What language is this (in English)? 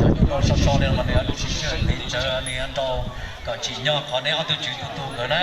Hmong